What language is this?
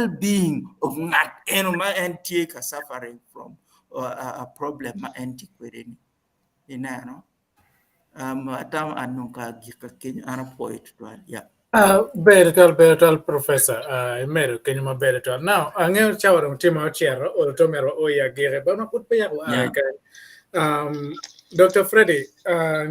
Acoli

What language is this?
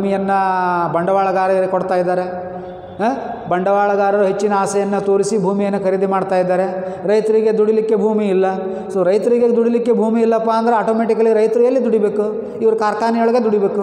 Kannada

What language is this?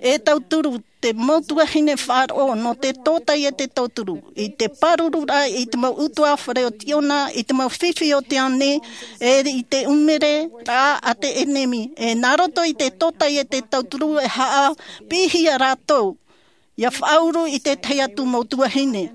Tahitian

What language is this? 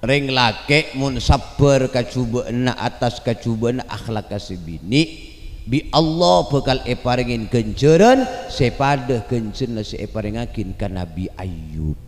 Madurese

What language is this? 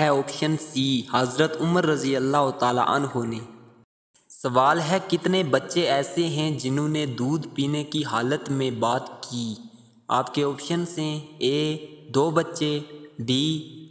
Urdu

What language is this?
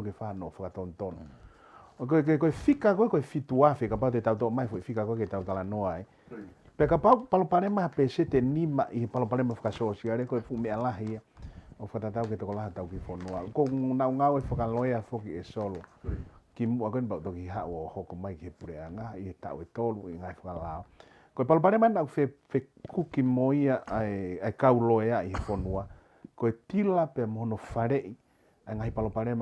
Tongan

